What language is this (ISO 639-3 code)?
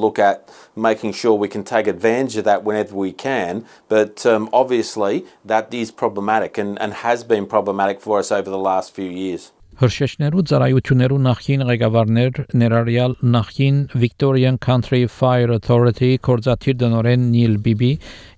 hye